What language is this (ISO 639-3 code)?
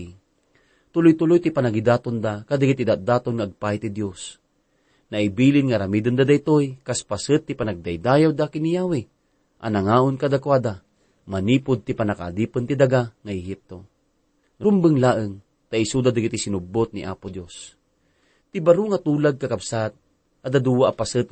ilo